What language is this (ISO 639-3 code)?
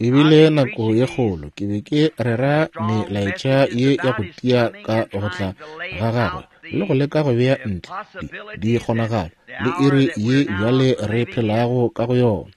nso